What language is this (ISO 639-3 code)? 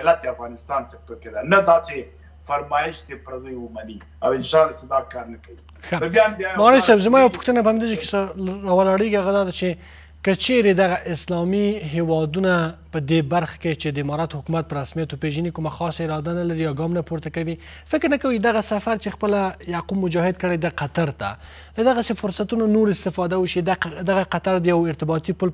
pus